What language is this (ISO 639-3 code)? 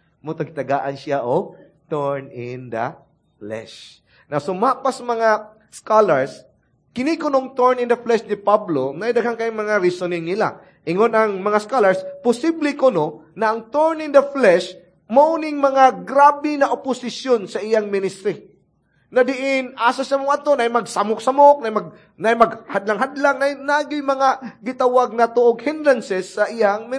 ceb